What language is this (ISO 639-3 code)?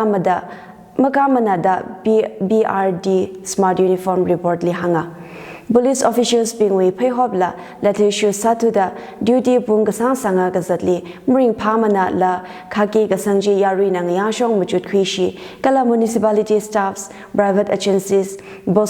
nmf